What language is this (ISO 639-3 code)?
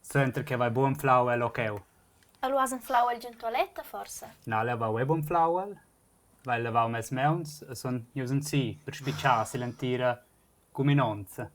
roh